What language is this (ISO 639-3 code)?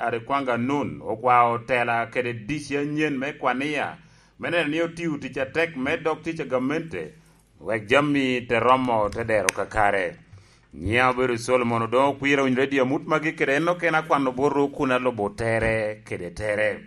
laj